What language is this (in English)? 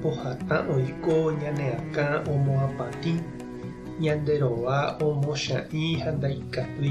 Guarani